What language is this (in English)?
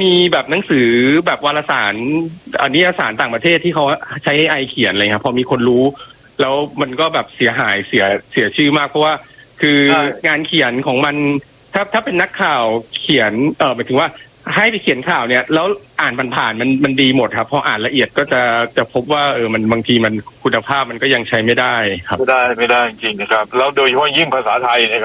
Thai